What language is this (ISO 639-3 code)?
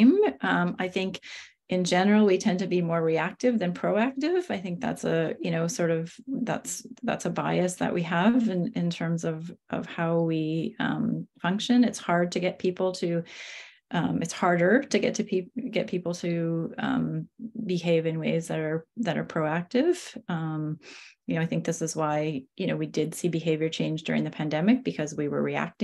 eng